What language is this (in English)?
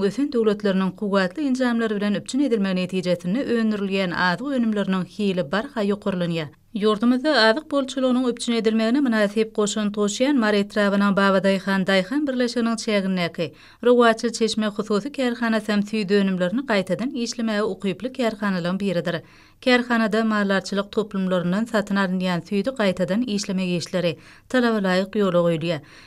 Turkmen